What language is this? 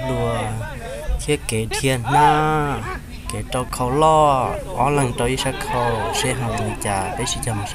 Hmong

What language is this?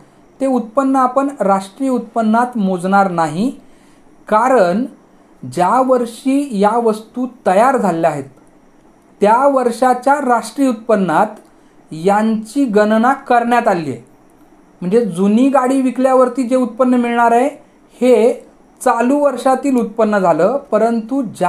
Marathi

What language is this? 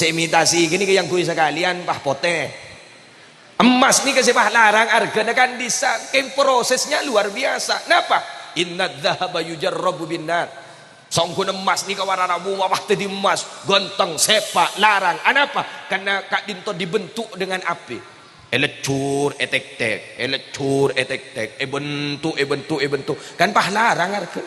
Madurese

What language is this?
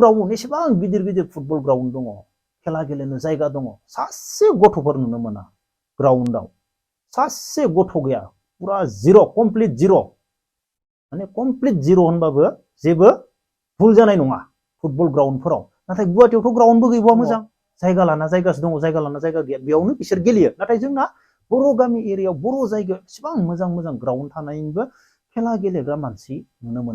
Bodo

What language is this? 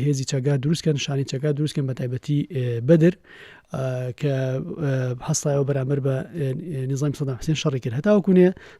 Central Kurdish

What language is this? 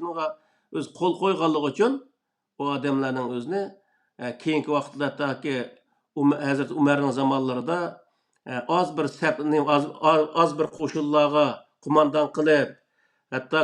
Uyghur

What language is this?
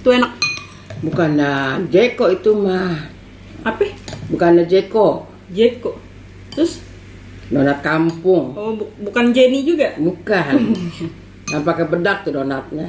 Betawi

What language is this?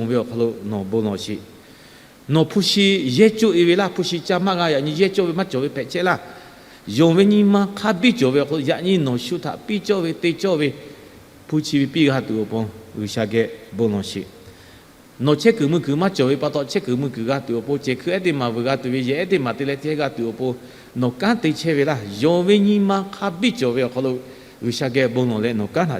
Lahu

